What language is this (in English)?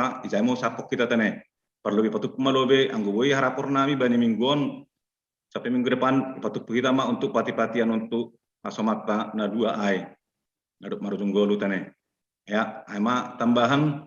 Batak Simalungun